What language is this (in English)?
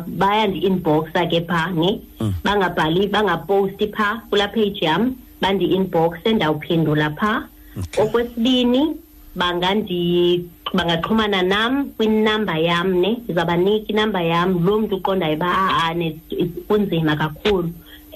Xhosa